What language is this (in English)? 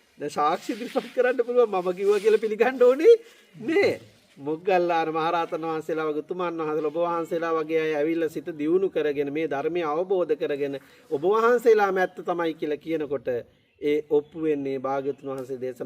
Sinhala